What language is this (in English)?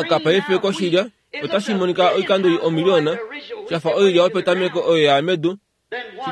Kuanyama